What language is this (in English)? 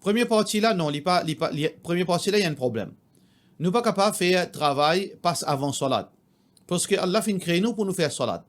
Morisyen